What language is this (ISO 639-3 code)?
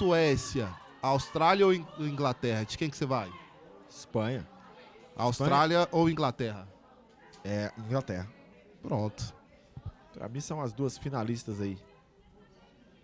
por